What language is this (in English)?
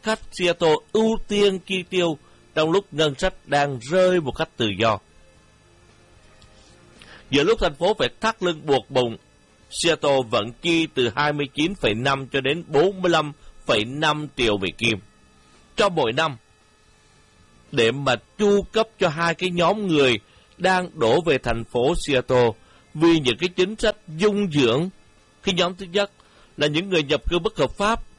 Vietnamese